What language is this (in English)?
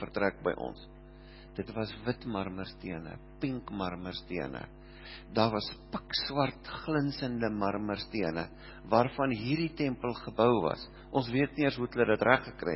Afrikaans